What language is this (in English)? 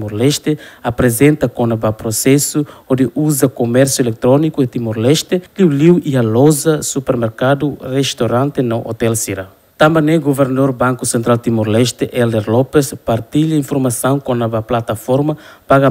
Tetum